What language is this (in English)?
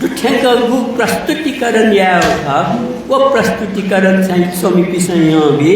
Newari